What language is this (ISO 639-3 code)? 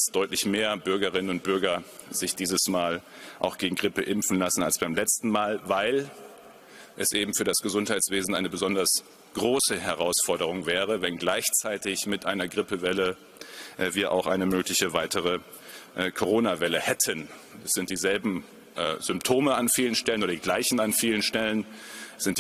deu